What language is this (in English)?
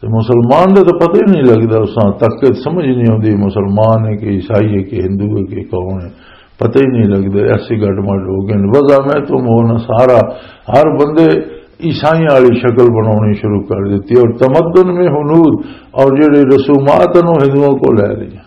Western Panjabi